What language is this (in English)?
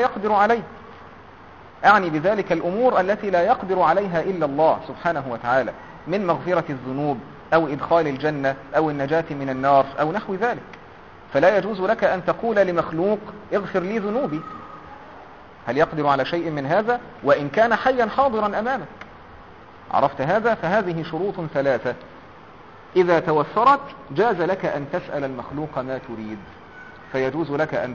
Arabic